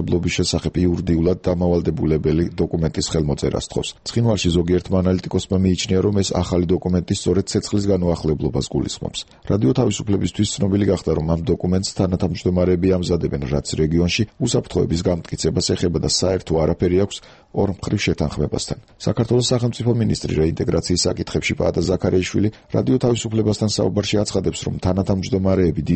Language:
Georgian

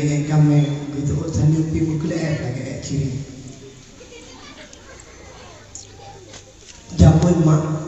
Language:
Malay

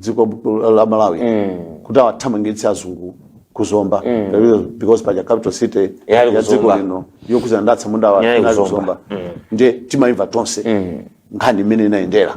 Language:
Nyanja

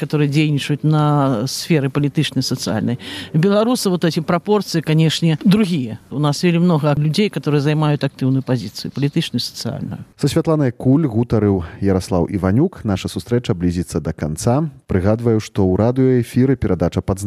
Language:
Belarusian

